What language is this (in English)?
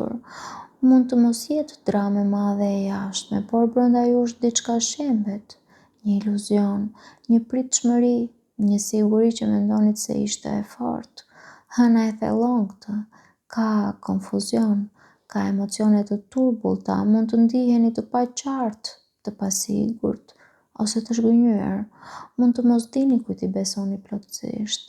Albanian